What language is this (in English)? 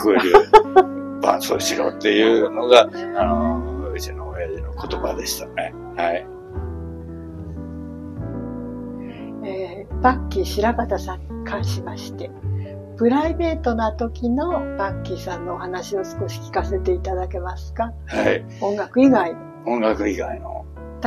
Japanese